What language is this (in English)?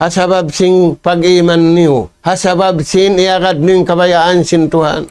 Tausug